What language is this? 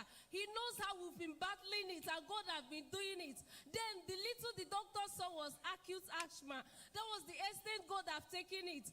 Ewe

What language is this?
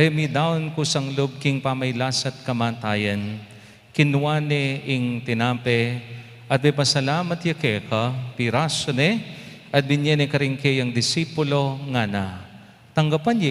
Pampanga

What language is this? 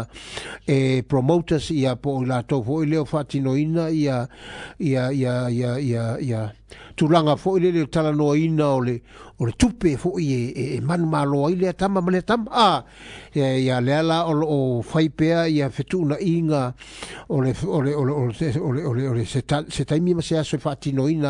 Samoan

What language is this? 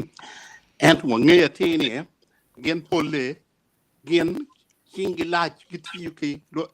Acoli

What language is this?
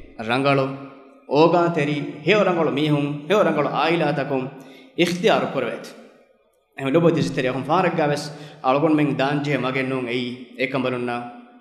Divehi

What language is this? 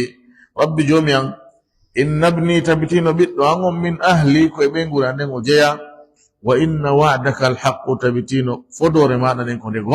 Fula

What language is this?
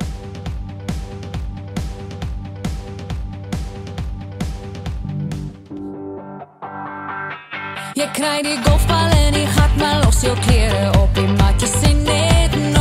Afrikaans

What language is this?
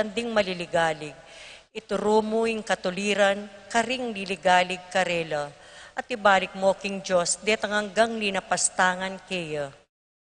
Pampanga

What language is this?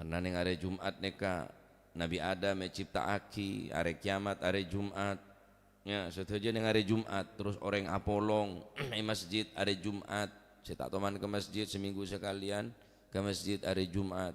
Madurese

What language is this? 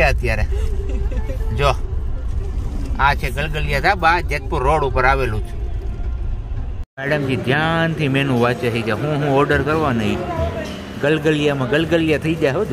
Gujarati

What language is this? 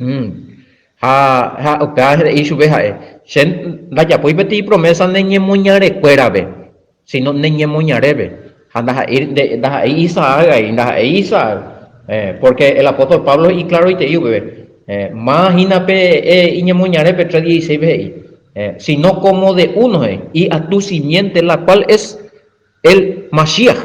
Guarani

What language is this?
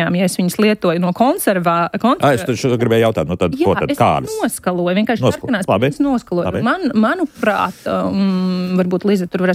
Latvian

